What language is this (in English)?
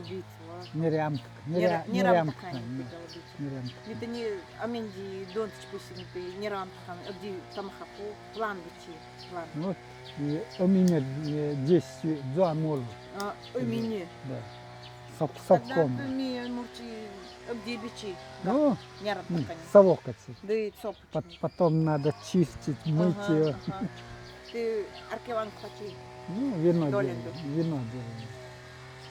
Nanai